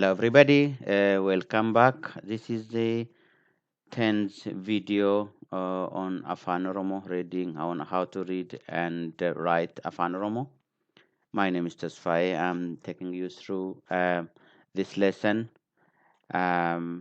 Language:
English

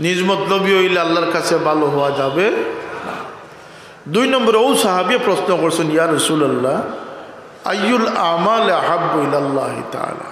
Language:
Sylheti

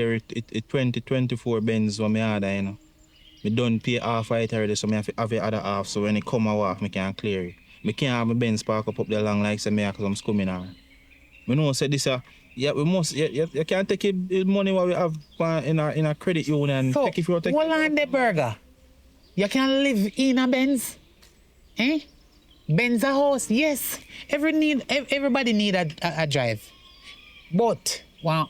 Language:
Jamaican Creole English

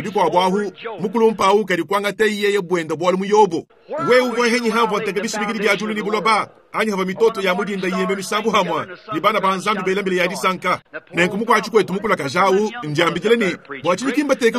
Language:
Luba-Lulua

